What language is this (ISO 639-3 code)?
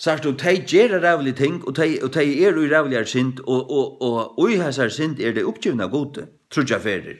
fao